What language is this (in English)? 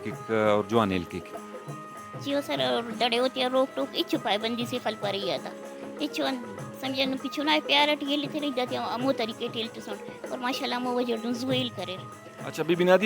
Brahui